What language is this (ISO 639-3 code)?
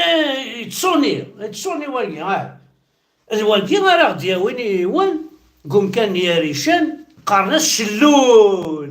kab